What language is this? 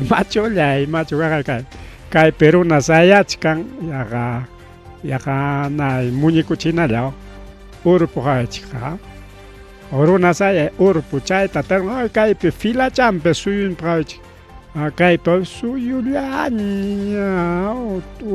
Ayacucho Quechua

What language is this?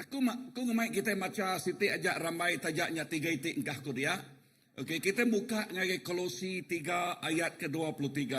Iban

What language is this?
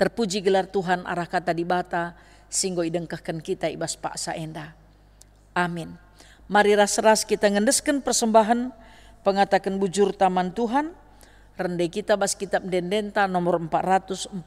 Batak Karo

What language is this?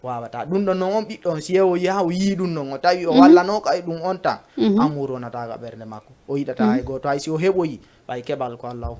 Fula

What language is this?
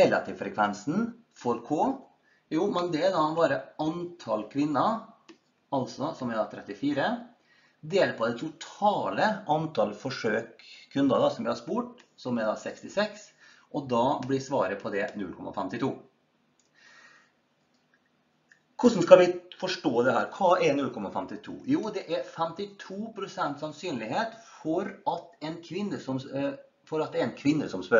Norwegian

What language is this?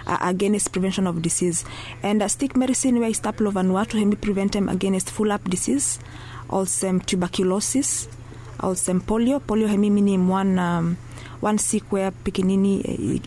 Bislama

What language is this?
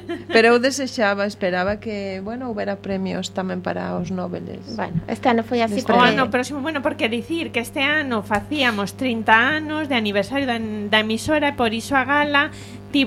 Galician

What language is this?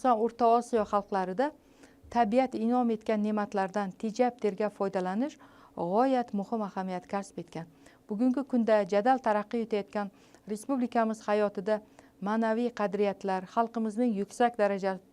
Uzbek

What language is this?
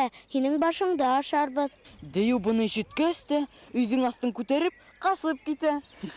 Bashkir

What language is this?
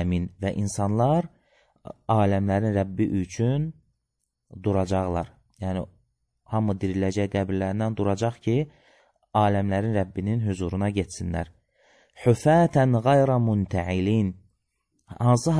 Azerbaijani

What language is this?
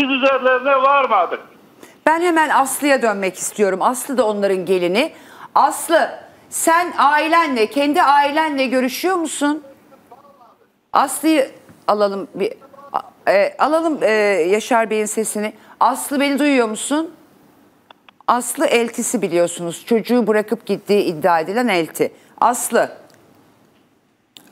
Turkish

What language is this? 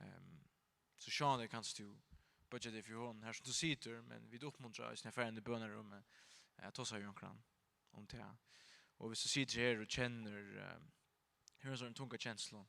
Faroese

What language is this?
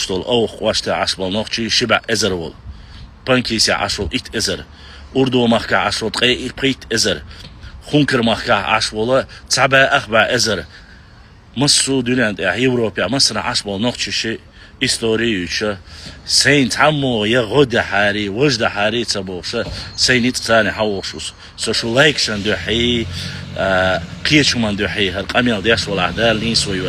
Chechen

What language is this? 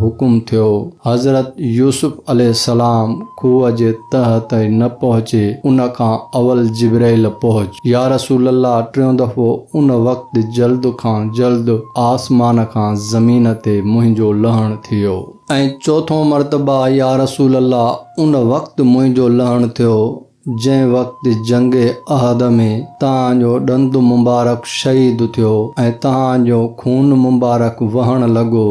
Sindhi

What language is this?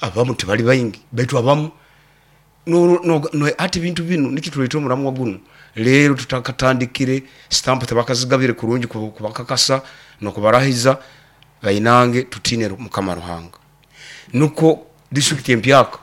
Nyoro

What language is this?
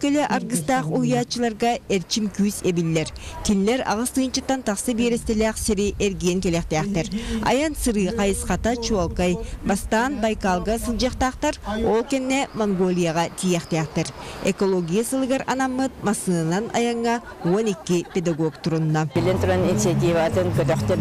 Yakut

